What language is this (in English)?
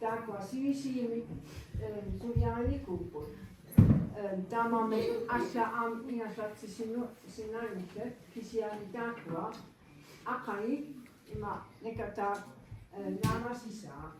Kalaallisut